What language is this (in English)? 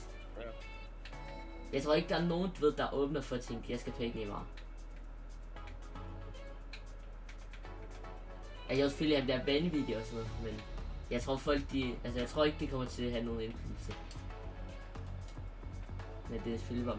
Danish